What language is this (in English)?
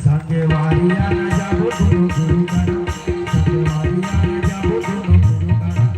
Chhattisgarhi